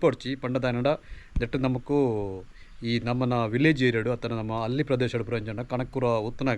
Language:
Tulu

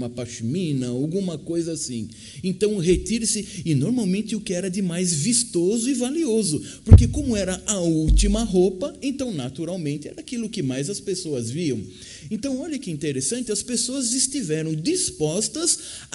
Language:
Portuguese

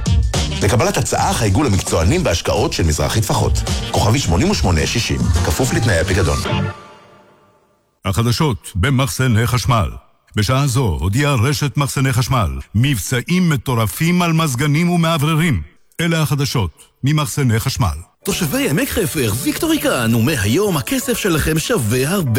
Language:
Hebrew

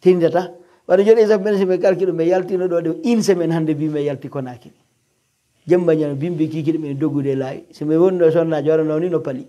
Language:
Pular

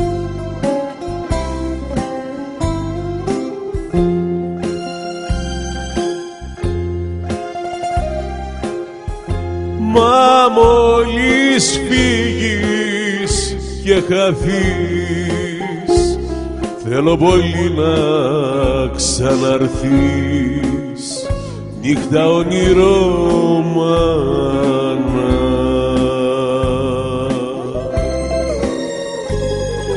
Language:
Greek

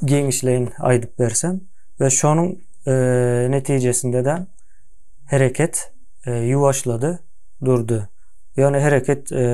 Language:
Turkmen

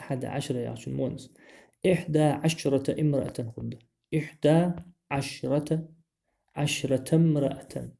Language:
Ingush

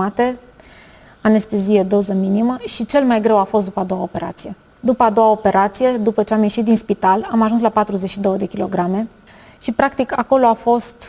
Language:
Romanian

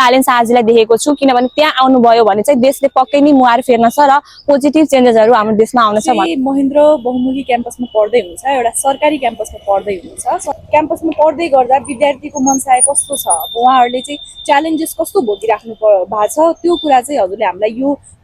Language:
Nepali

